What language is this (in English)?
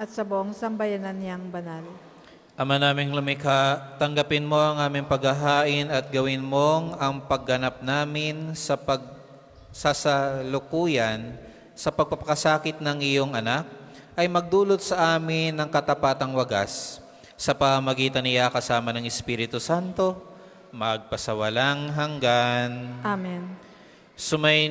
Filipino